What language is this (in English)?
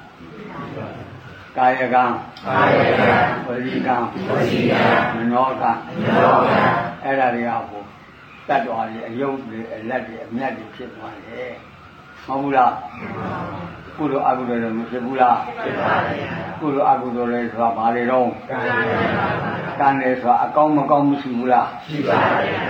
Burmese